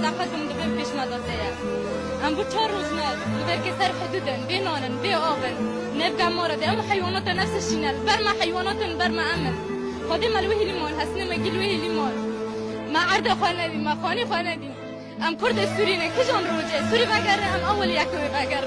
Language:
Kurdish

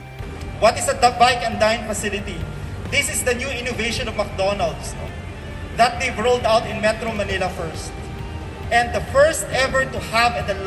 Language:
Hiligaynon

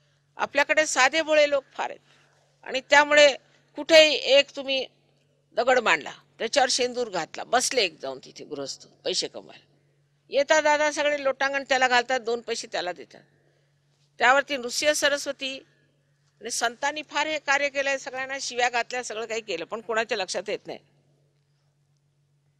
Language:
Marathi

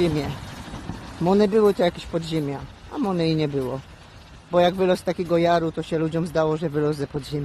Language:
Silesian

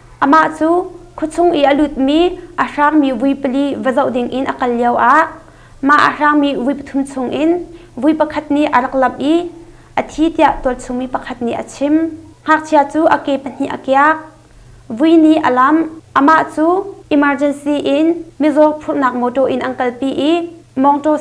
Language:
Hakha Chin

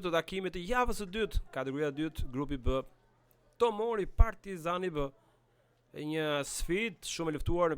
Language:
Albanian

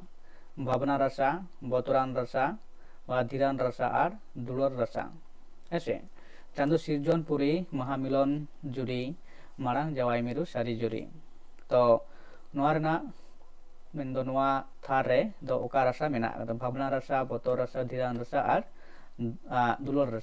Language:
Santali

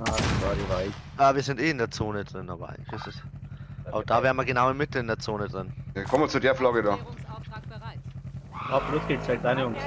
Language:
Bavarian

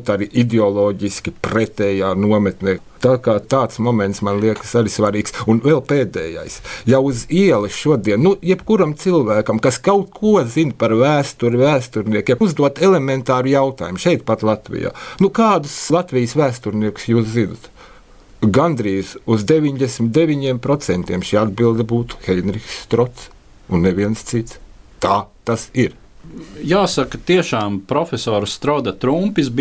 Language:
Latvian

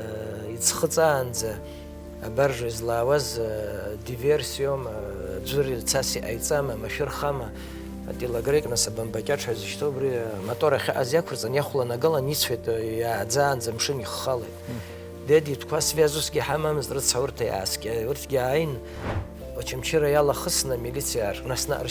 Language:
Abkhazian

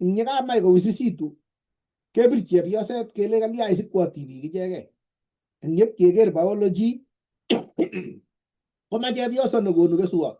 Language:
Kalenjin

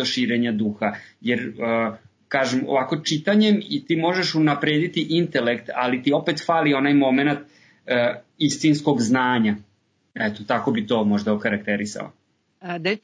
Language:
Serbian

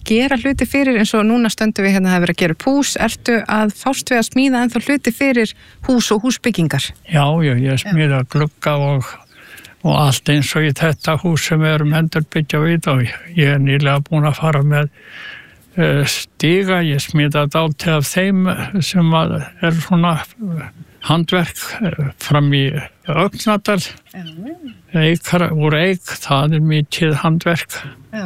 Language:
Icelandic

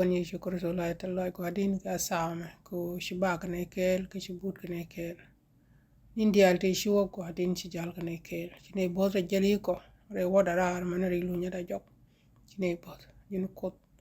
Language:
Nuer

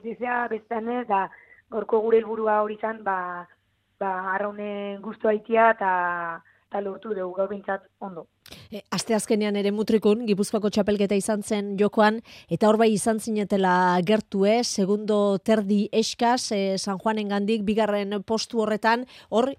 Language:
Basque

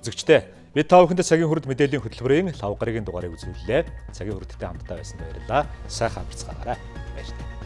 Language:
Mongolian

